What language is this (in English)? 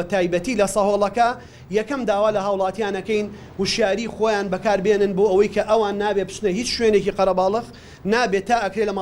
Central Kurdish